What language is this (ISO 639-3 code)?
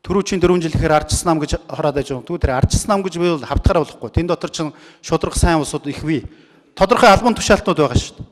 mon